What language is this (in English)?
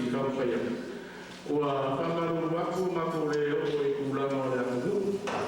Samoan